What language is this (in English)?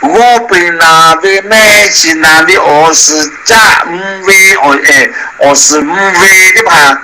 Lahu